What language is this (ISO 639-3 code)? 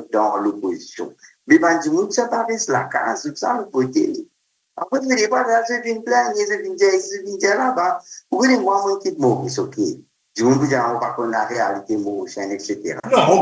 mfe